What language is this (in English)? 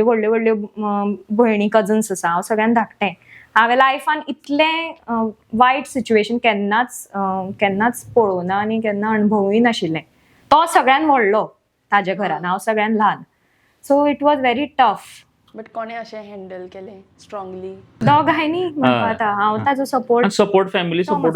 Konkani